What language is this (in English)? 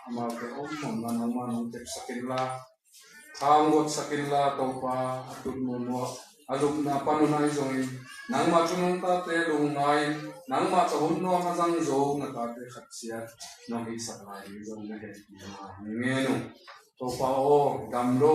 Tedim Chin